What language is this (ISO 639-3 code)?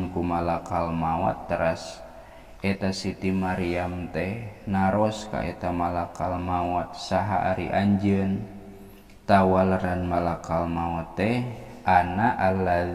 sun